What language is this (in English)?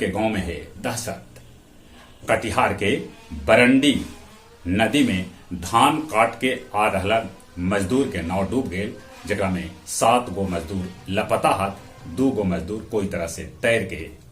Magahi